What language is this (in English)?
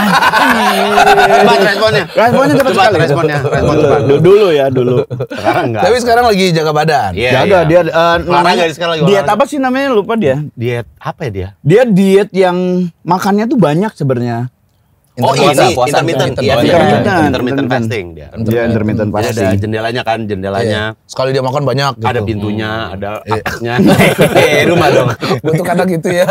Indonesian